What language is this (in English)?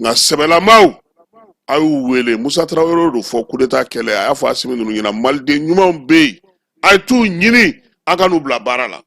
Bambara